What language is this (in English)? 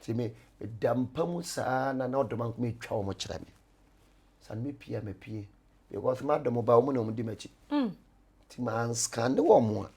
Akan